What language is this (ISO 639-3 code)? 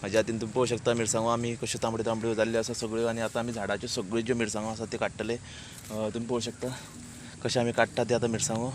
kok